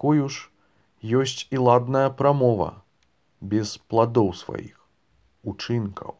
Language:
Belarusian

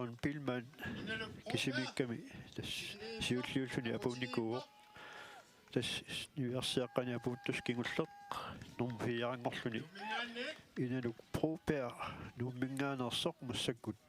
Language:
Kalaallisut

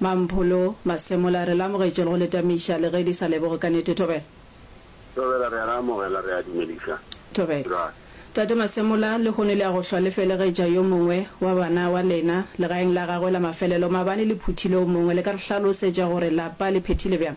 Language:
Northern Sotho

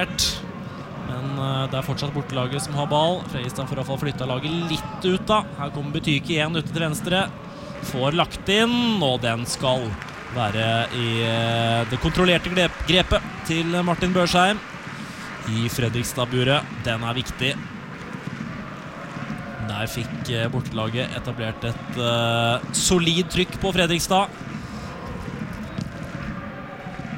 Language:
Norwegian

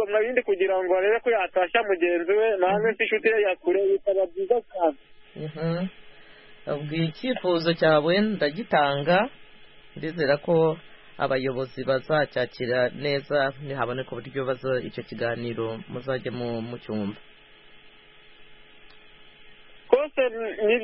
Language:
Kinyarwanda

